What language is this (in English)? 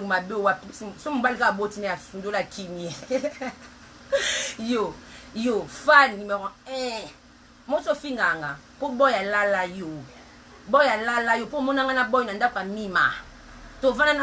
Lingala